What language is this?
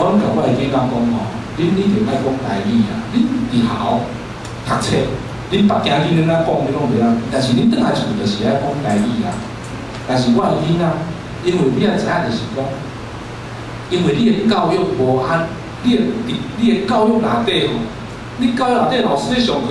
Min Nan Chinese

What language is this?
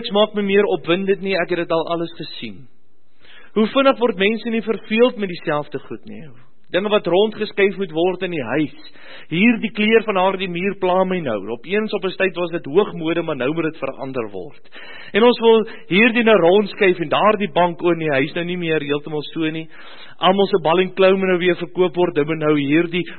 Afrikaans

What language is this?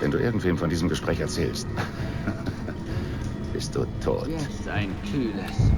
Bavarian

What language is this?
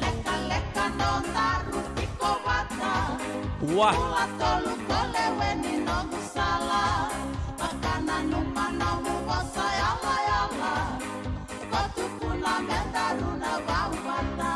Fijian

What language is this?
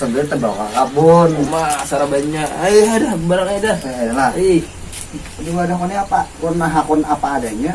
Banjar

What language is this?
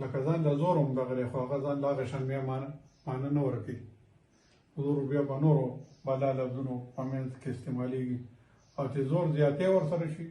Pashto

